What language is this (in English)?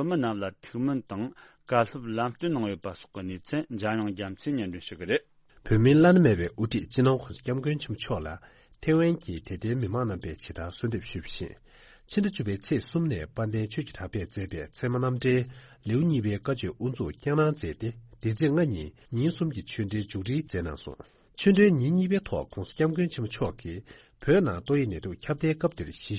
Tibetan